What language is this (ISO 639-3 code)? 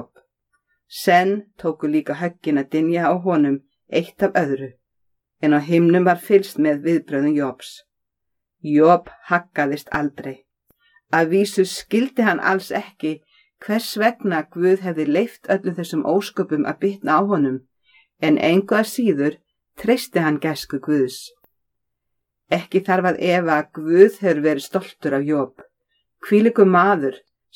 isl